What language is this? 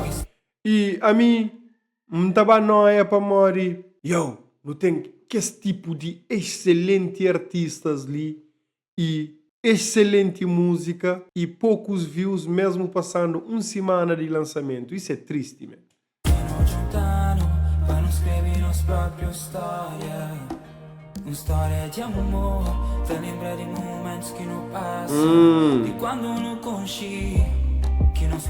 Kabuverdianu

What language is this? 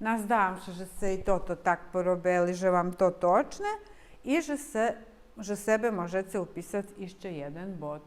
Rusyn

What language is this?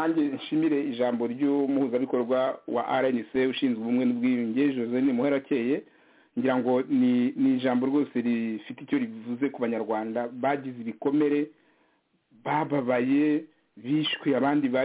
Kinyarwanda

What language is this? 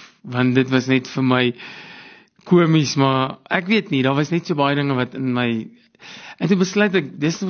Afrikaans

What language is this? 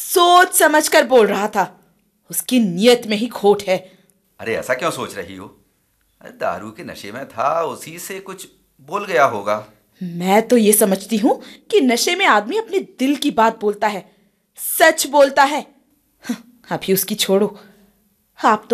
Hindi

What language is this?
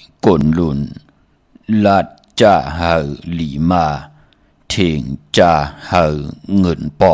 Shan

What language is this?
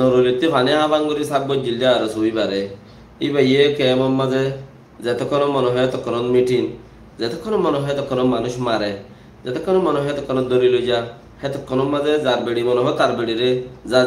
Rohingya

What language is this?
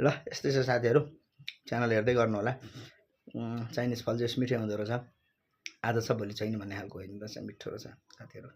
Nepali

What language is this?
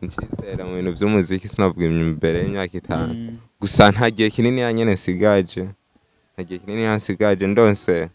Rundi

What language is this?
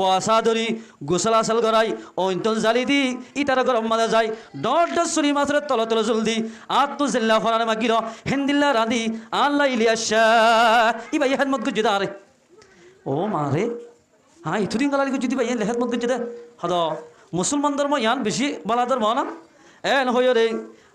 Rohingya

